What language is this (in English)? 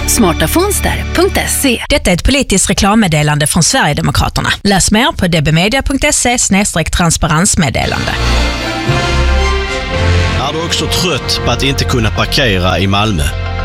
Swedish